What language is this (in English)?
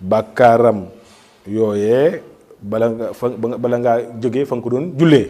Wolof